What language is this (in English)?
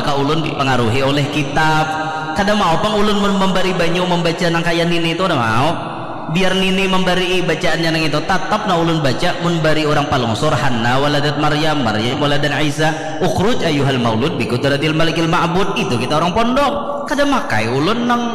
Banjar